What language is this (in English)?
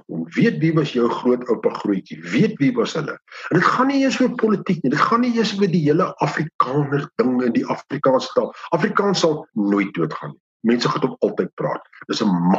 Afrikaans